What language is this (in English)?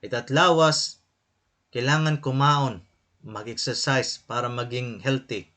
Waray